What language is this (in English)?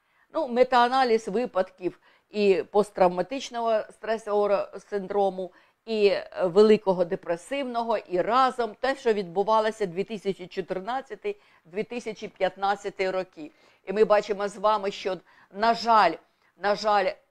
Ukrainian